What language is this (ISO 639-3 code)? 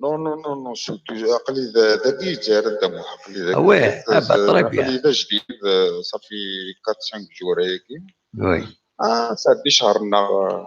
kab